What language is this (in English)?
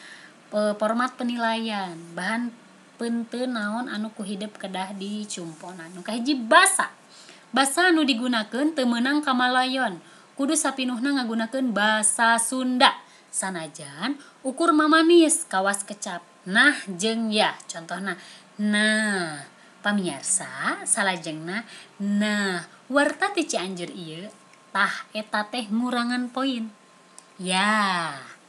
Sundanese